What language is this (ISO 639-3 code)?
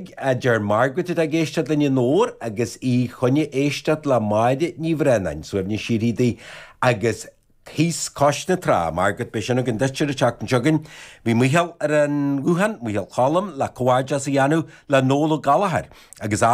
gle